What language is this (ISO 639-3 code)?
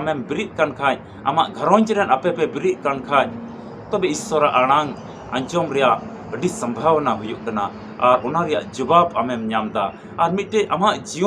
sat